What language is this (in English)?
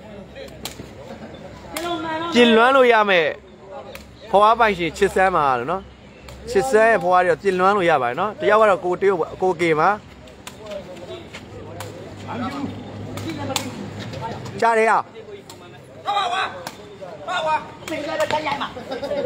Burmese